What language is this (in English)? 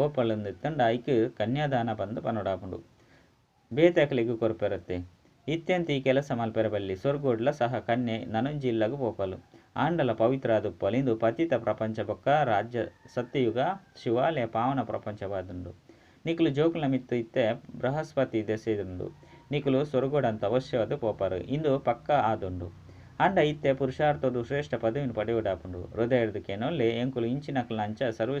Tulu